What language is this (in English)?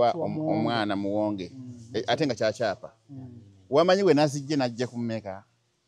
Ganda